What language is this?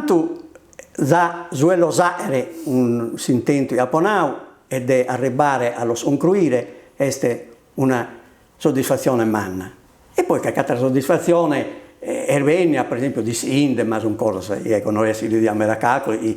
Sardinian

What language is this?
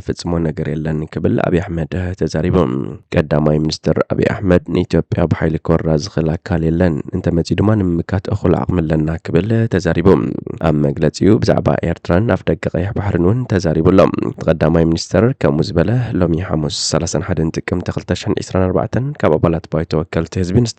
Tigrinya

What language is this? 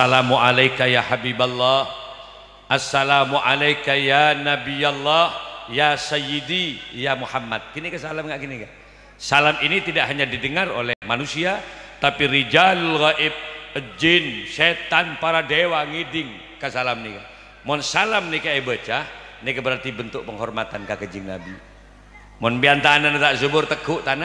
Madurese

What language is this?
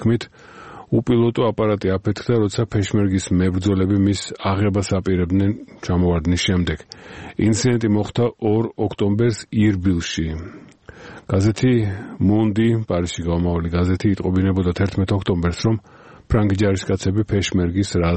Georgian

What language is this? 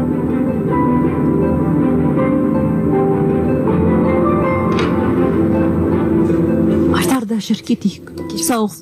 Kazakh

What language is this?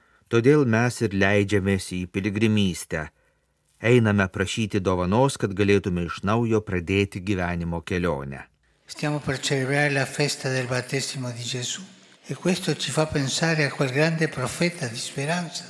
Lithuanian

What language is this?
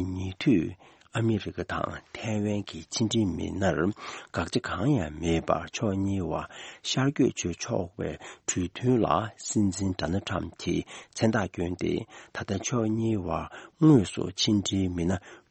Tibetan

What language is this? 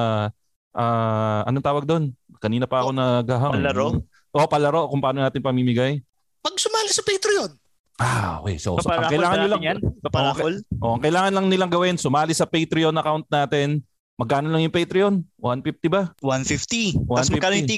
Filipino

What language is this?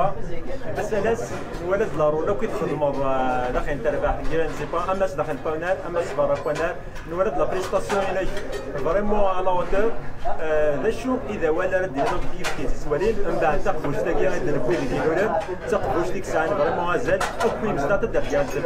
Kabyle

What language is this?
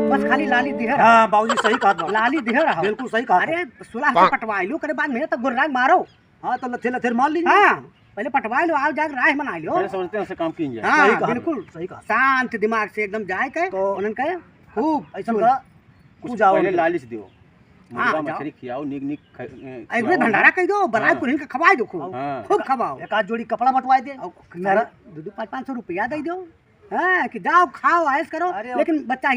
Awadhi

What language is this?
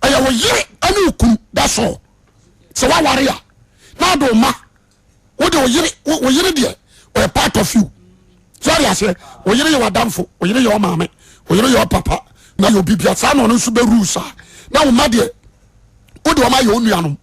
Akan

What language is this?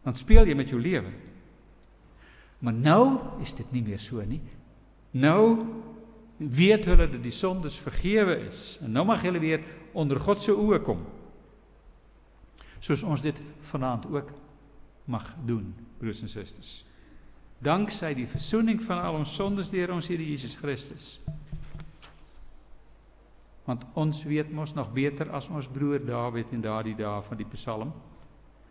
Afrikaans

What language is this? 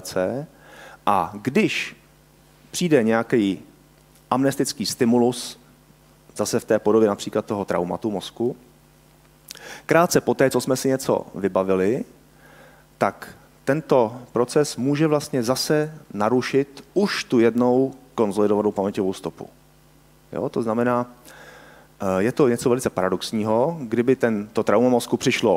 Czech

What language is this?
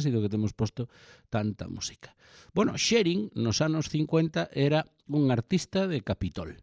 Galician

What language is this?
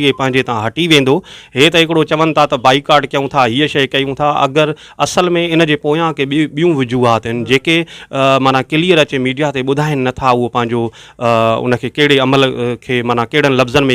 Sindhi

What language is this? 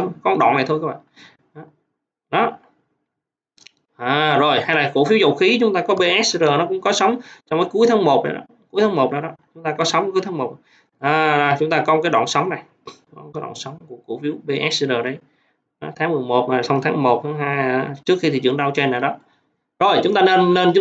Vietnamese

